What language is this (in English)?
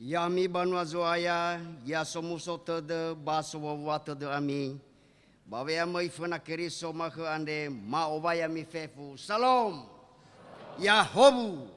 Nias